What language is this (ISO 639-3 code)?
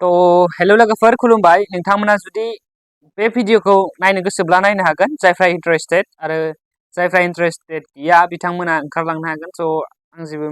brx